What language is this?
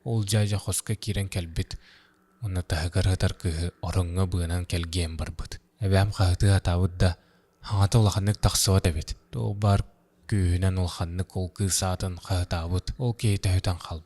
Yakut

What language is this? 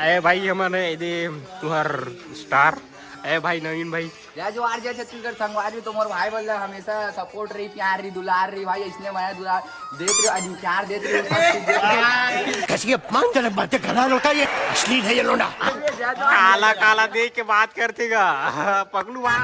Chhattisgarhi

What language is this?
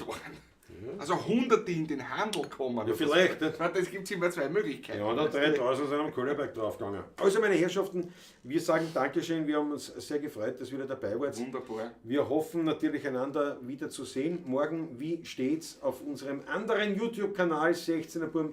Bavarian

